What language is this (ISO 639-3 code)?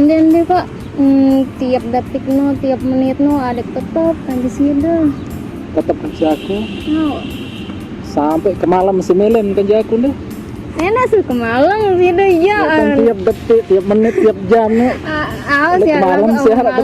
sas